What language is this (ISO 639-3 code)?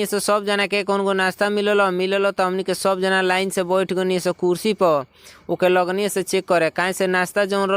bho